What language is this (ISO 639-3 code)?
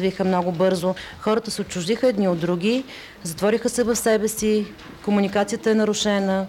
bul